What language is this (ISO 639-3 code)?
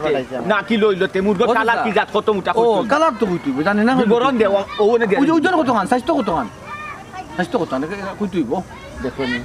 syl